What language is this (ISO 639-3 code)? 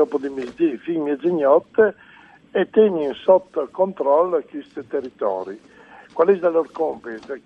fur